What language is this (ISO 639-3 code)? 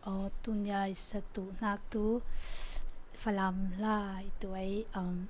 cfm